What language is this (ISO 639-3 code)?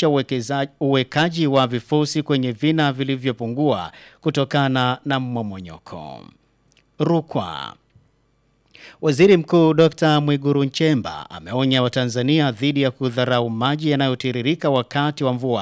swa